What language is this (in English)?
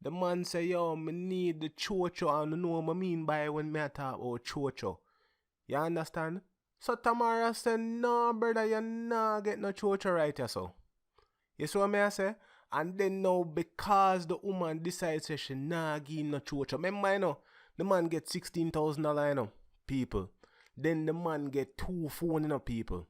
Jamaican Creole English